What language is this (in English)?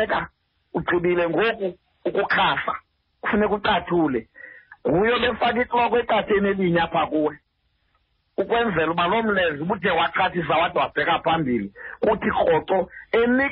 Xhosa